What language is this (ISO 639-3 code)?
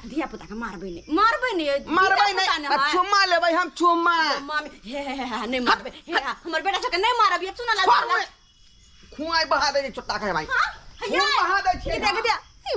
mai